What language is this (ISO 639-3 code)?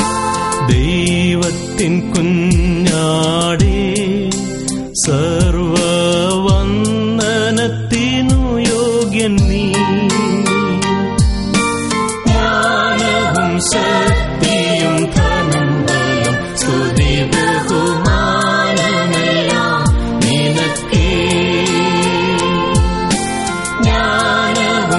mal